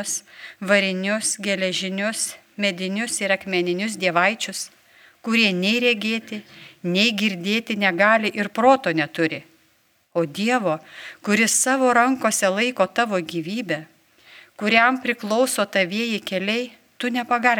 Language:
Lithuanian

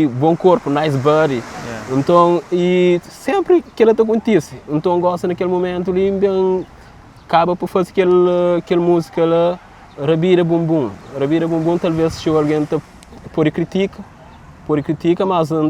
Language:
Kabuverdianu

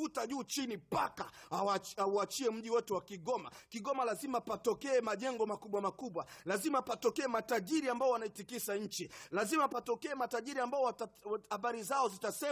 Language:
Swahili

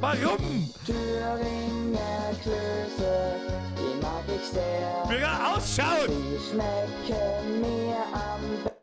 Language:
Bavarian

